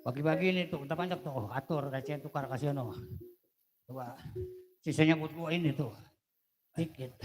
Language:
Betawi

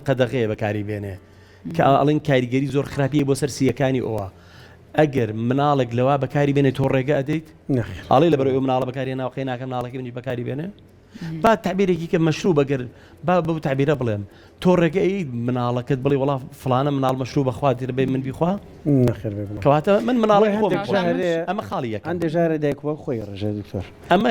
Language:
Central Kurdish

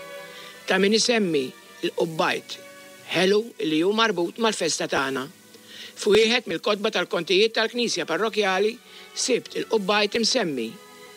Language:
Maltese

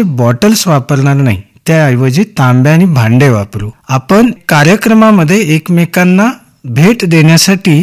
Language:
Marathi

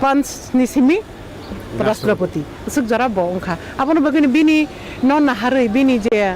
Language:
Kok Borok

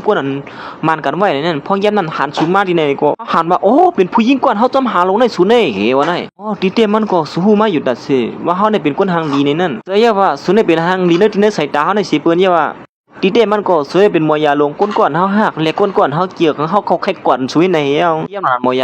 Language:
Shan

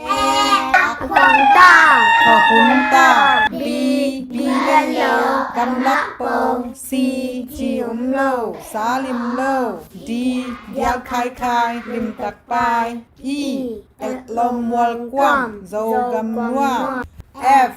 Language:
Tedim Chin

